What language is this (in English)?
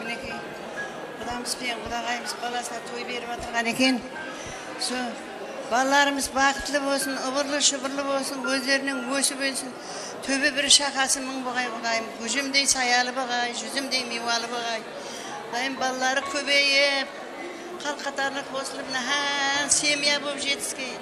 Kara-Kalpak